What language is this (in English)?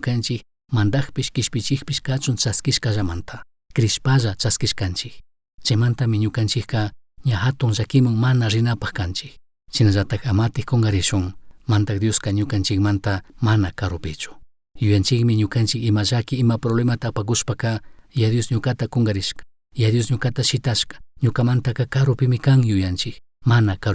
Chimborazo Highland Quichua